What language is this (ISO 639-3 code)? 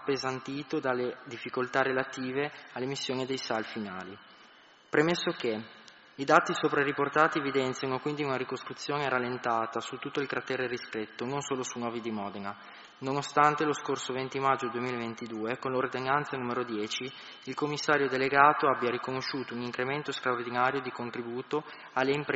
ita